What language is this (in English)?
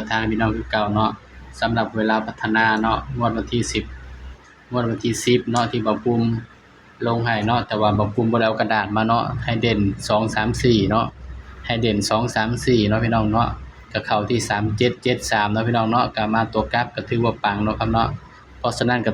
Northeastern Thai